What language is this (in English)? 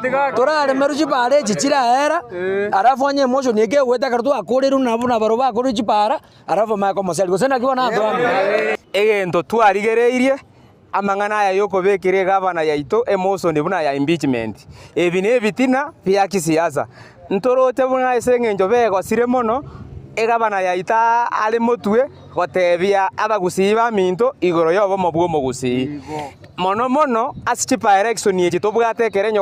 Gusii